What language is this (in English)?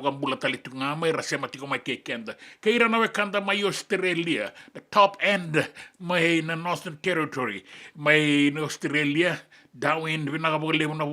Fijian